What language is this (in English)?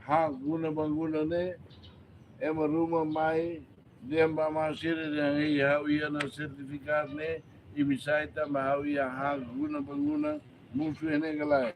Tetum